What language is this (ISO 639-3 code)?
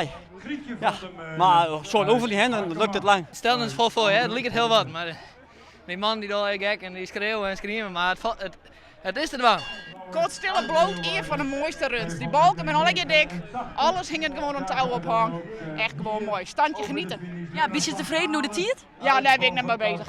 fry